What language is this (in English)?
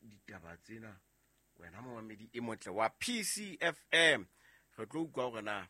Southern Sotho